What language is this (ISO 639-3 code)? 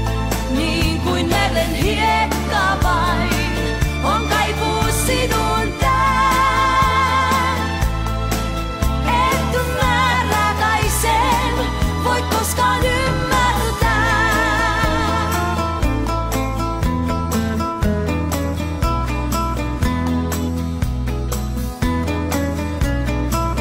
fin